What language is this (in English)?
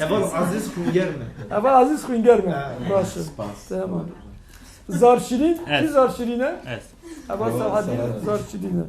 Kurdish